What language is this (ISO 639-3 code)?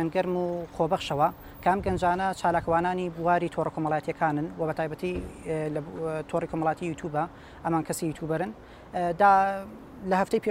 ckb